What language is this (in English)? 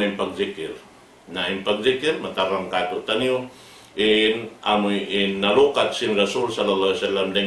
Tausug